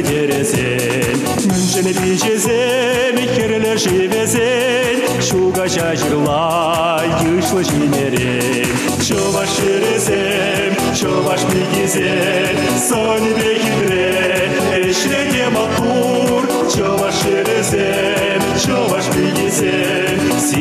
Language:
Chuvash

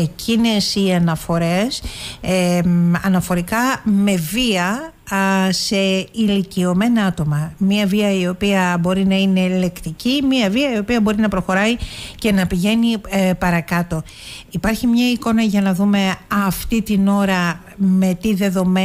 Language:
Greek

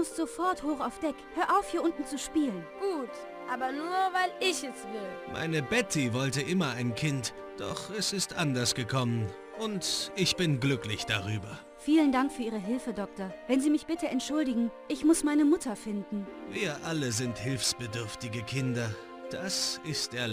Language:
Bavarian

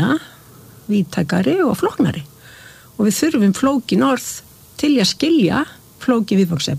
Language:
Icelandic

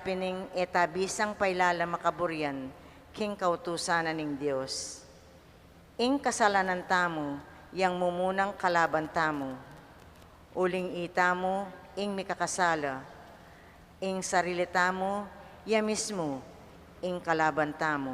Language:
Pampanga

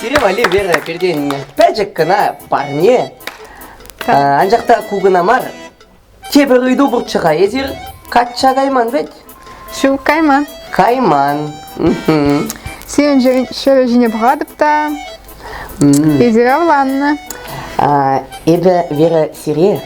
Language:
Chuvash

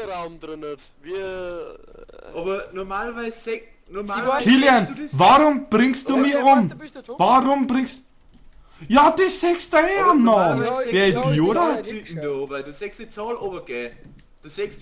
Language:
Bavarian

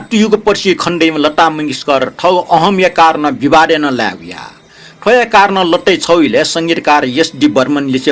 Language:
Newari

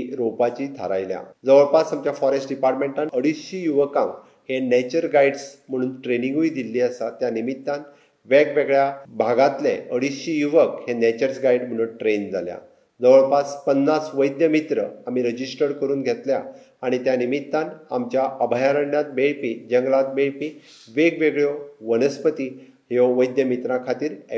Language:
Konkani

